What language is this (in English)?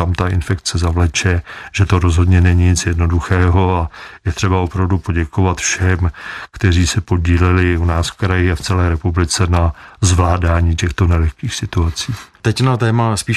Czech